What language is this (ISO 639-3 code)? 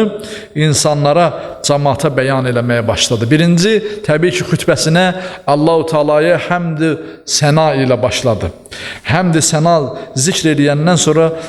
aze